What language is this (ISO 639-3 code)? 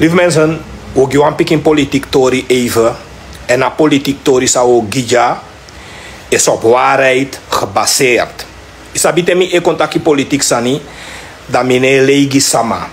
srn